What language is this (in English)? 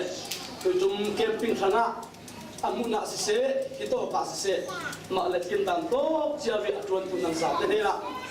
Falam Chin